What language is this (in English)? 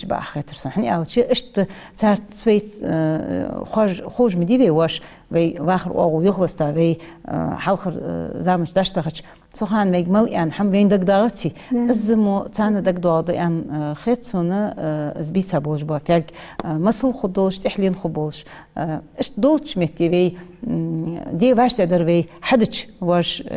Ingush